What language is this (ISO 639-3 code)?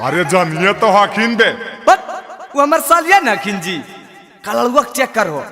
mag